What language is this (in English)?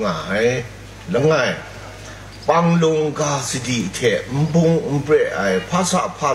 Kachin